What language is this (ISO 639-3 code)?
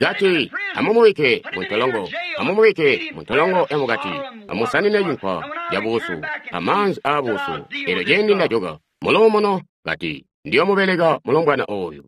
toi